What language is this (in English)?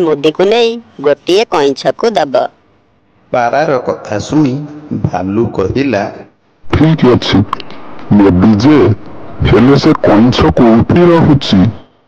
Odia